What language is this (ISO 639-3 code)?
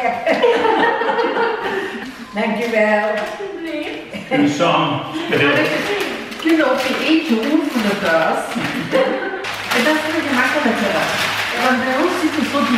nld